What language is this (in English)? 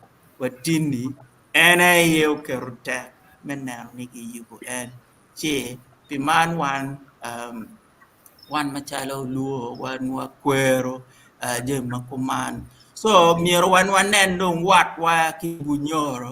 Acoli